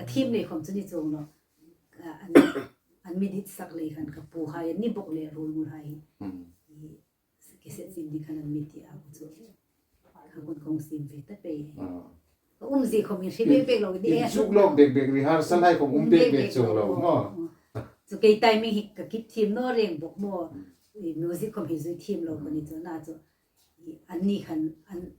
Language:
Hmar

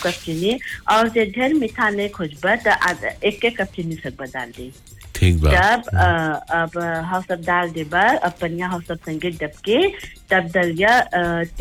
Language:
Bhojpuri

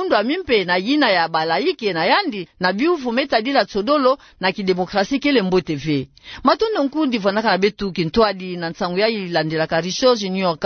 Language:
Kituba (Democratic Republic of Congo)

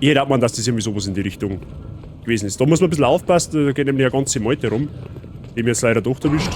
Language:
Bavarian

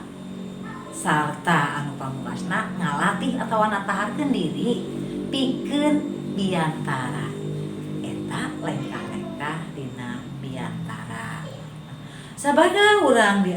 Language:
Sundanese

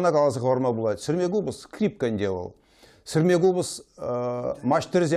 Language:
Chuvash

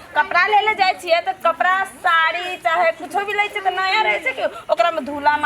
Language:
Maithili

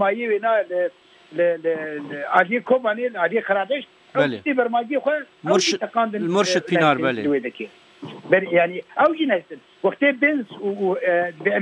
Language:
Kurdish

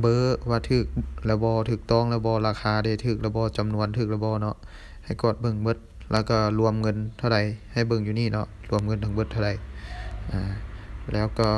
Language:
Lao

